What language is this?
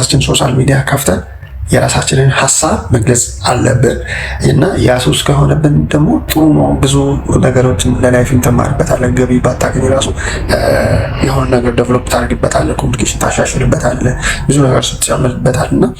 Amharic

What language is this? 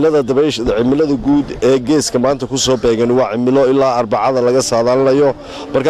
Somali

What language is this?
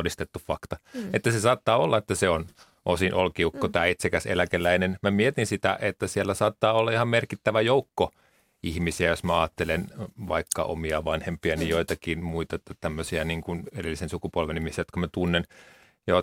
Finnish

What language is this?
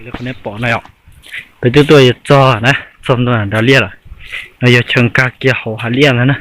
Hmong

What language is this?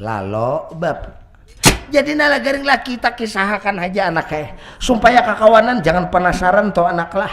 Banjar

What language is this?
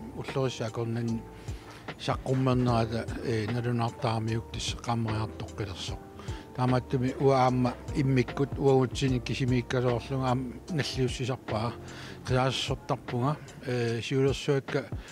Kalaallisut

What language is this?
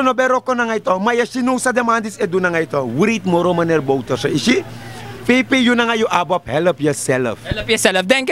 Sranan Tongo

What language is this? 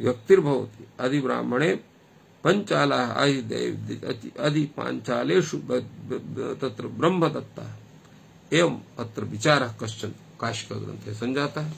Sanskrit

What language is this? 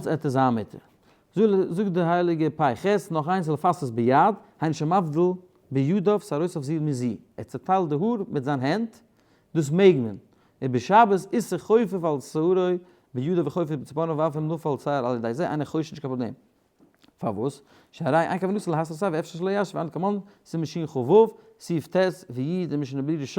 Yiddish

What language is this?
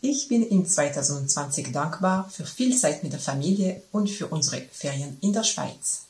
Swiss German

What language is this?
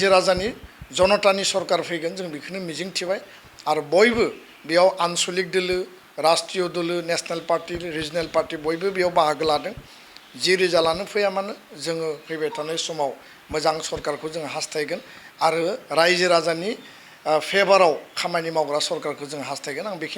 Bodo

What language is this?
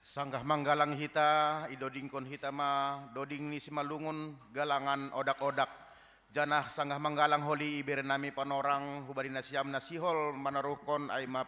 Batak Simalungun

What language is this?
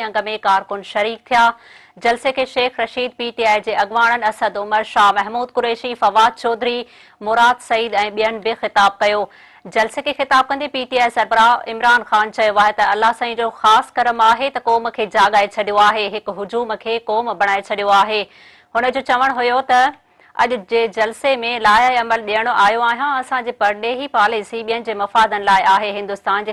Sindhi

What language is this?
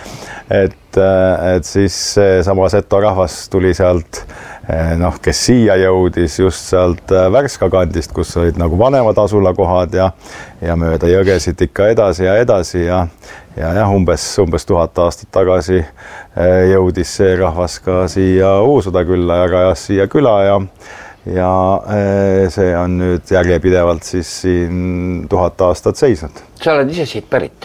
Estonian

